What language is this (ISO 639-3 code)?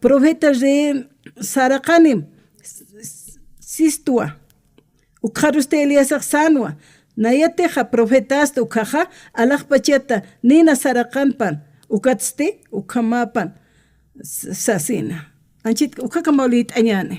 aym